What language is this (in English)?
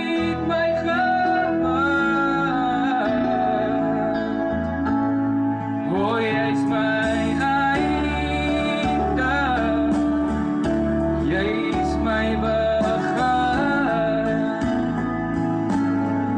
Afrikaans